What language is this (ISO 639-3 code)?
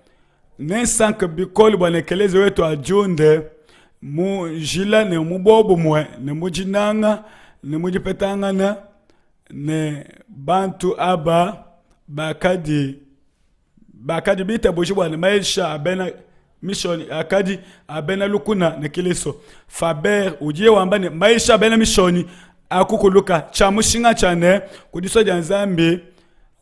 lua